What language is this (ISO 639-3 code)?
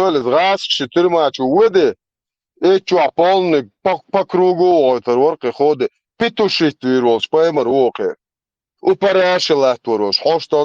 che